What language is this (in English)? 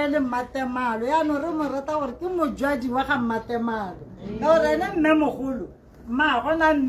Tswana